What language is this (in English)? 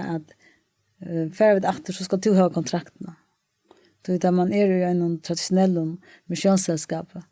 Faroese